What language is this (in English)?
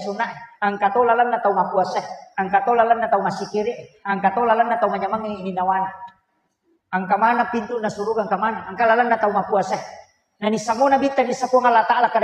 Buginese